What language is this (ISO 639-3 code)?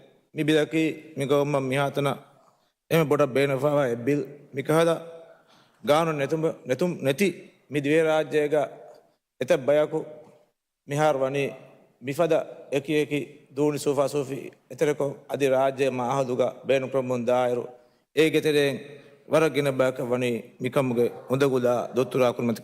div